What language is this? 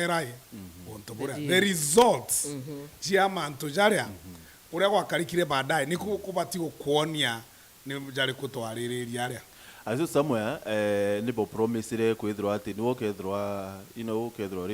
Meru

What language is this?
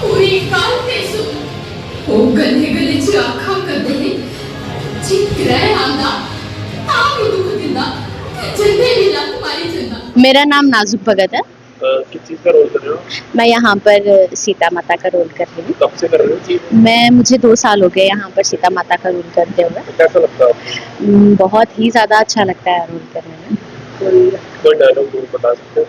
Dogri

